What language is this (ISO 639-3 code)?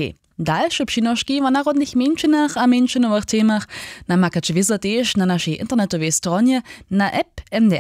hsb